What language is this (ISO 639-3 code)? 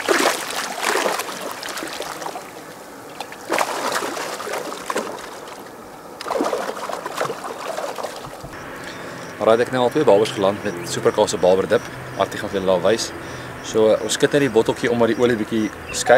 afr